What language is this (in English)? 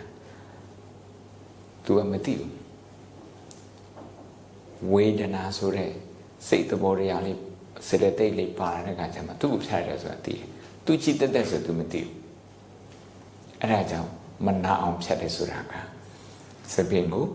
Burmese